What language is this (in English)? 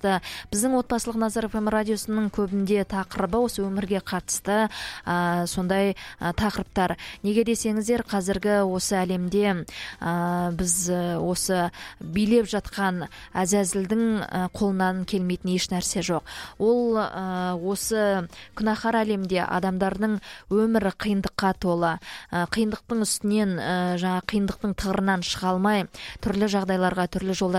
Kazakh